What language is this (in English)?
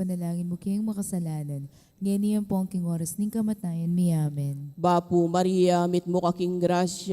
Pampanga